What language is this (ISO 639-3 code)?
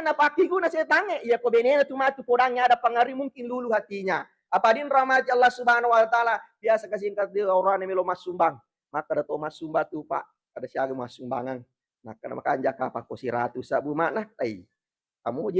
bug